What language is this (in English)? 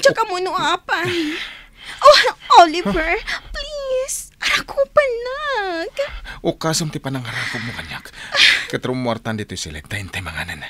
Iloko